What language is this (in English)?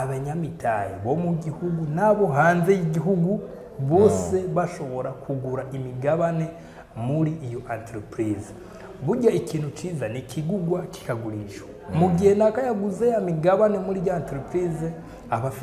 Rundi